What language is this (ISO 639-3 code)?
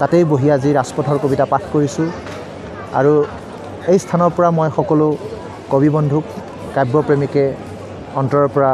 asm